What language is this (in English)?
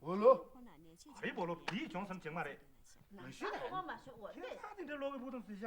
Tibetan